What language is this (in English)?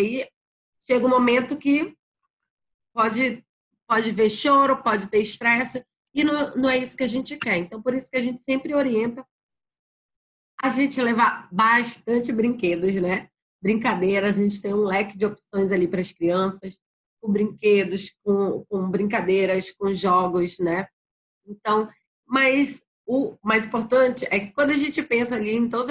Portuguese